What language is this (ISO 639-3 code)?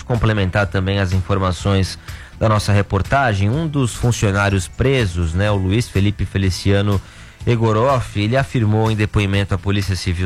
por